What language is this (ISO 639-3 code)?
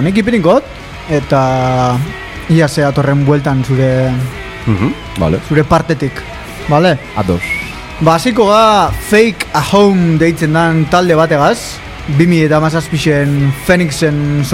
eus